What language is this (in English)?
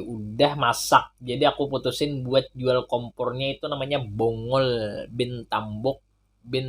Banjar